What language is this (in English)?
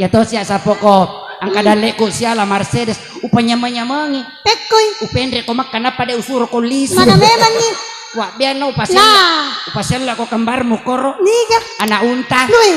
Buginese